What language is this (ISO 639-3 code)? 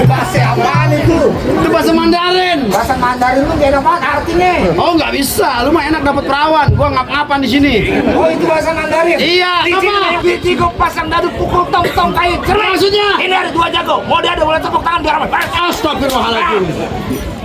bew